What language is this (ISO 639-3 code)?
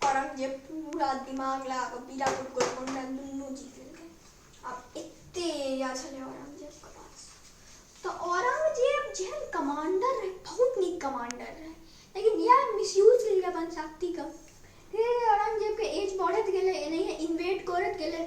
mai